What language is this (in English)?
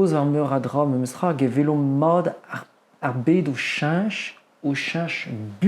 Breton